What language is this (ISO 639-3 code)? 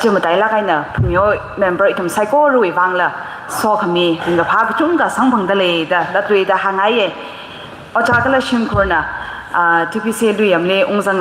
nmf